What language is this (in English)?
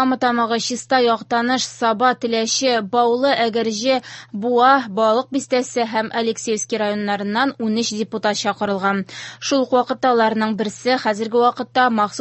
Tatar